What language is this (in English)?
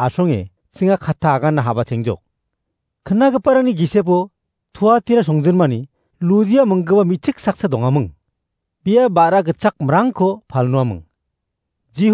Garo